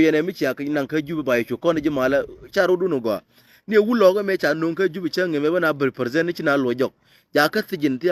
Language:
Nuer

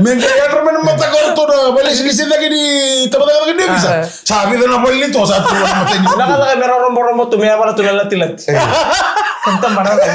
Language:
Fijian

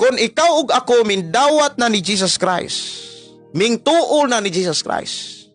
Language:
Cebuano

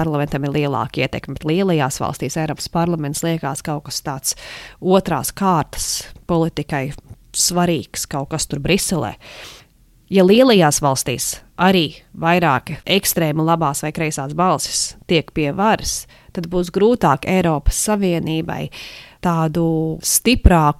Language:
Latvian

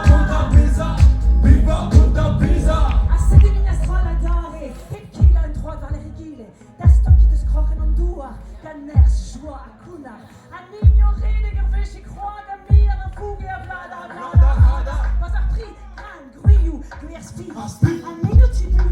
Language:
Breton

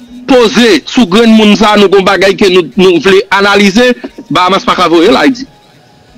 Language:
Haitian Creole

